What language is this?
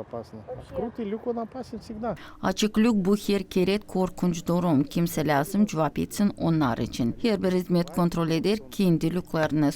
Gagauz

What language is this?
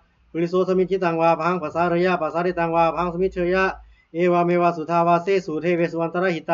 Pali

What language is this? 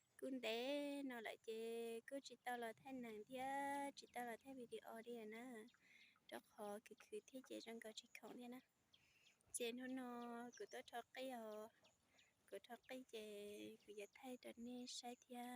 Hmong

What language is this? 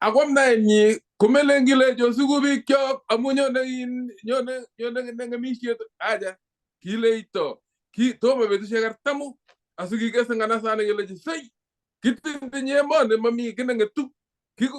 Kalenjin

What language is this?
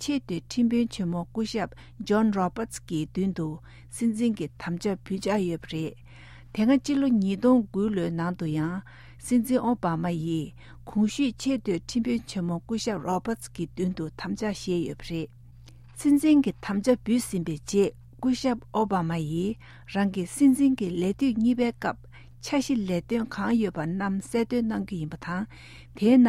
Tibetan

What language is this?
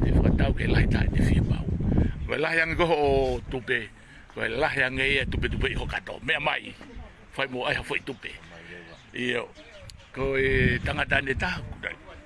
Tongan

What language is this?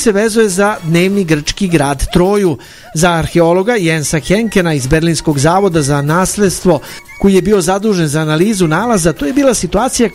Serbian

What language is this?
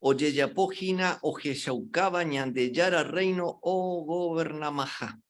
Guarani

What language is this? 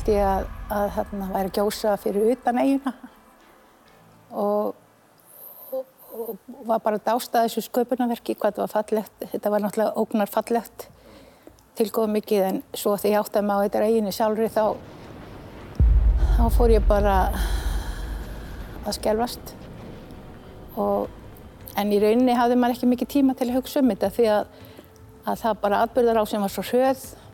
Icelandic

